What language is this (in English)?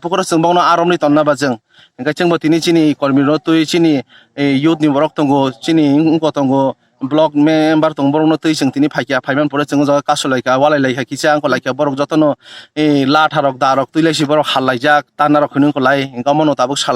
Kok Borok